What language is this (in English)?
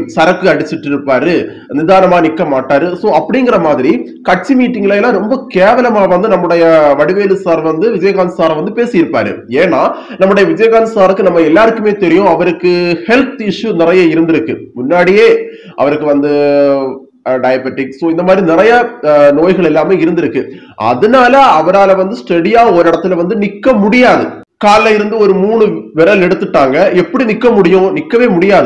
Tamil